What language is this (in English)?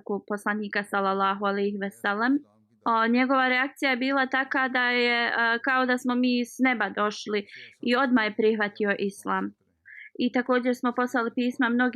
Bosnian